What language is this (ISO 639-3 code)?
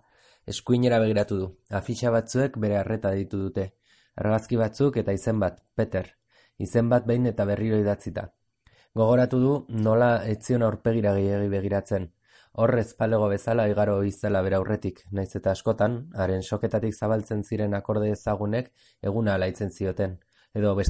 eus